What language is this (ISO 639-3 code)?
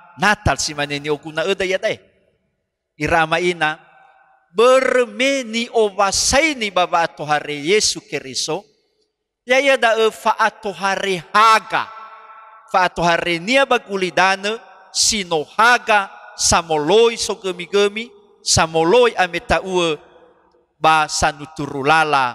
nia